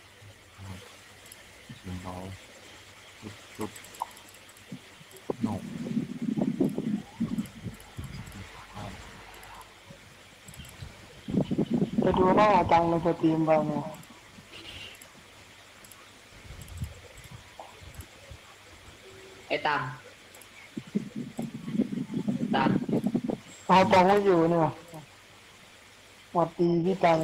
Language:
Thai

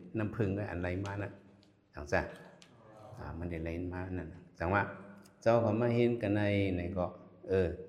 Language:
Shan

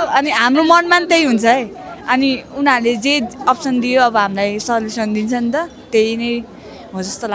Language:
Nepali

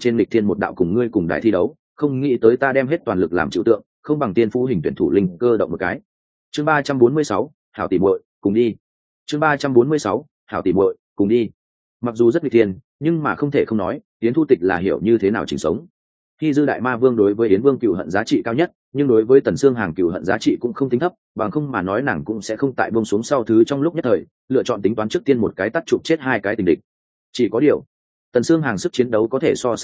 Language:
Vietnamese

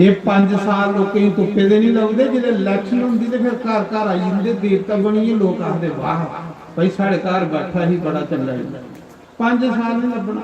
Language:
Dogri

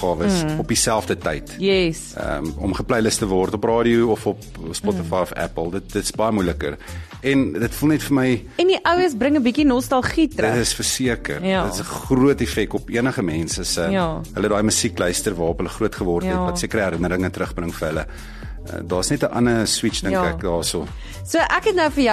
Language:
Afrikaans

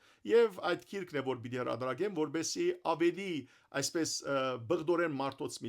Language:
Western Armenian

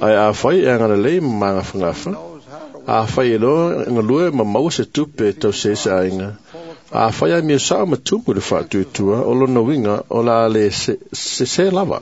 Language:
Samoan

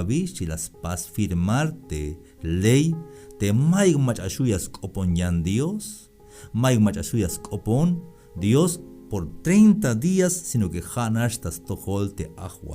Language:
Tzeltal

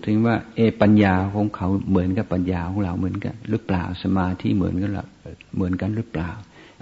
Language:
Thai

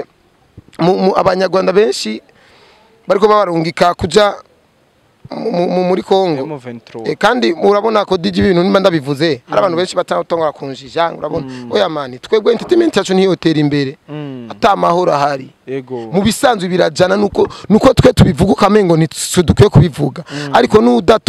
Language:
Rundi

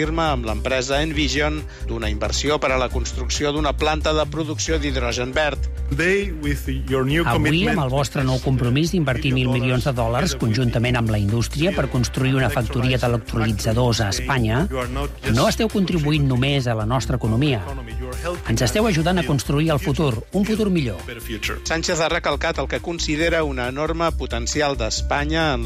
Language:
Catalan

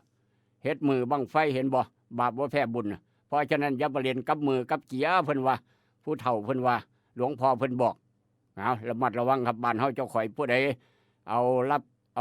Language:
Northeastern Thai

